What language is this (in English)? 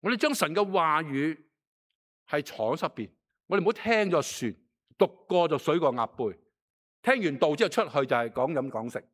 Cantonese